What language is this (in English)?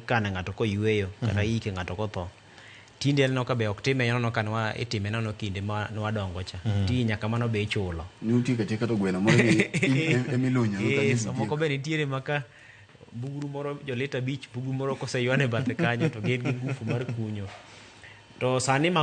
Luo (Kenya and Tanzania)